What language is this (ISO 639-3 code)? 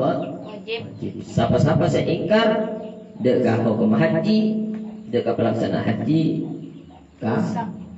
mad